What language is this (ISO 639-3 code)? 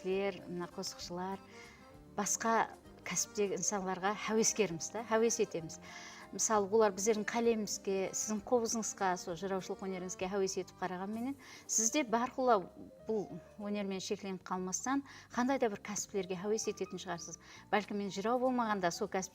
kaa